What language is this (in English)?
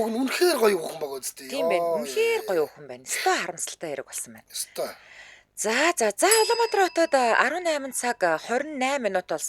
Mongolian